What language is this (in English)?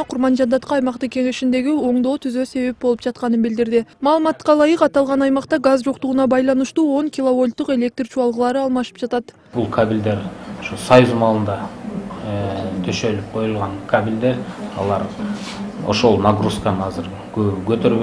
Kyrgyz